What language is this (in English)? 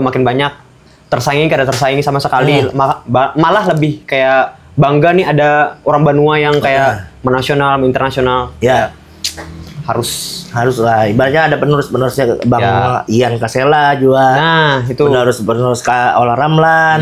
Banjar